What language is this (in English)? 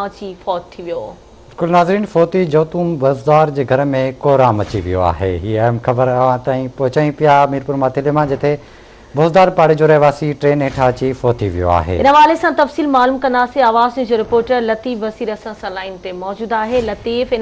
Sindhi